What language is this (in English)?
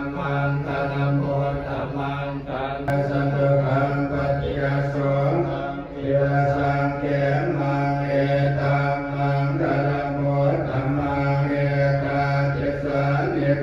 Pali